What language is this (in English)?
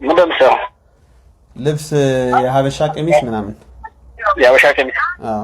Amharic